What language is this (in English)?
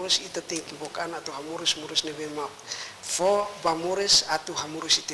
Tetum